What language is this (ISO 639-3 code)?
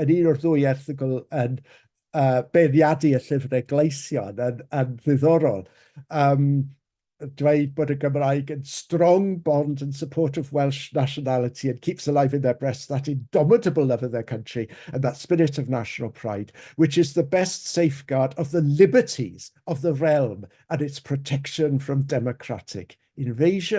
cym